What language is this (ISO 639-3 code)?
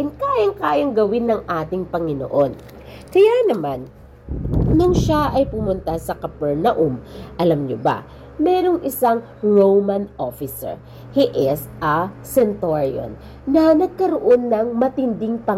fil